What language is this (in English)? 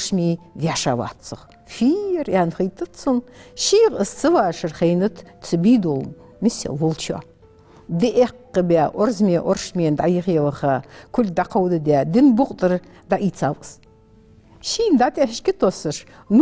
Ingush